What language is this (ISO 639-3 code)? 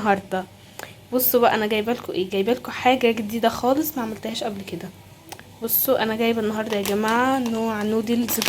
arz